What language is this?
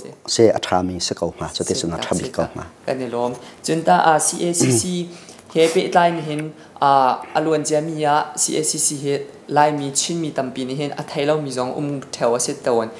Hakha Chin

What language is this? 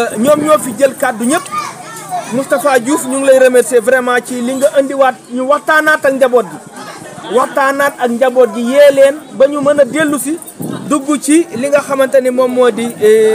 Wolof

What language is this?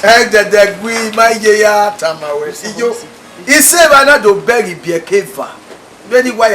Bini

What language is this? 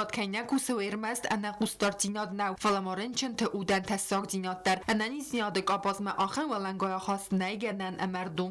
Ossetic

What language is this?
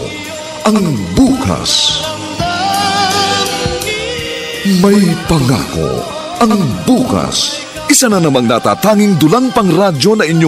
Filipino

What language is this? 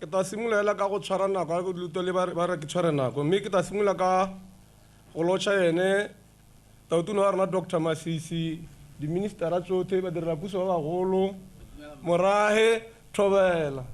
Tswana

